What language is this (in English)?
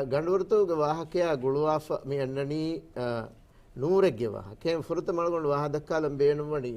Divehi